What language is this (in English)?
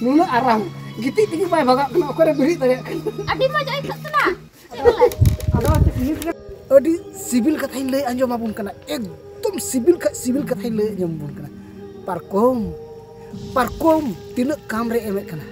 Santali